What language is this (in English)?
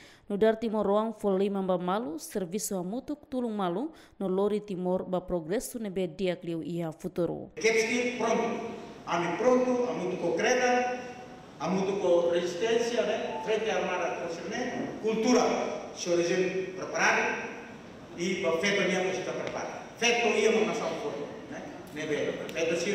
Tetum